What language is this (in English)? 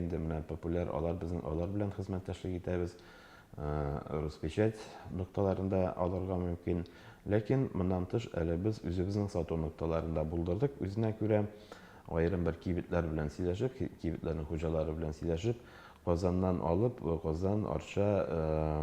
Tatar